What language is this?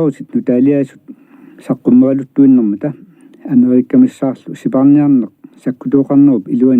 Kalaallisut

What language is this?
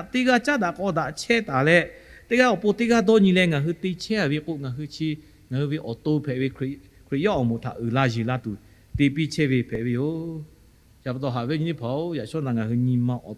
Lahu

